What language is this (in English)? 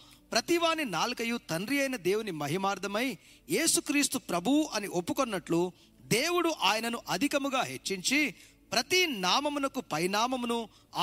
Telugu